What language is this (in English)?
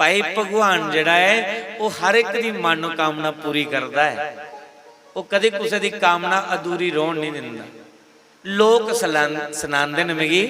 Dogri